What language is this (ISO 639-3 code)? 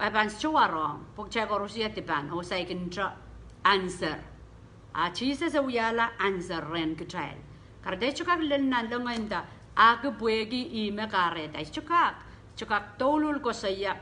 pon